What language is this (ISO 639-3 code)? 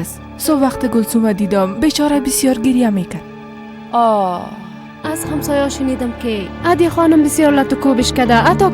fas